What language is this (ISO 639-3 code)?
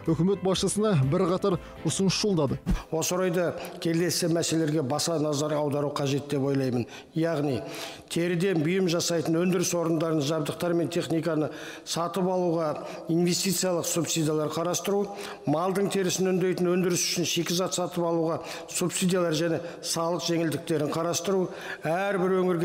kaz